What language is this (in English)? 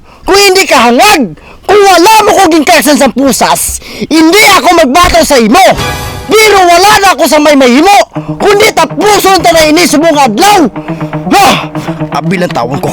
Hiligaynon